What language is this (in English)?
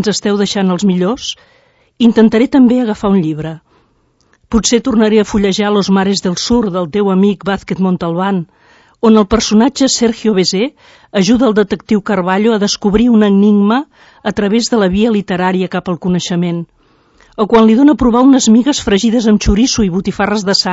Catalan